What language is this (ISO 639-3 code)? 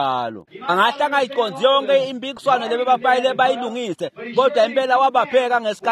ssw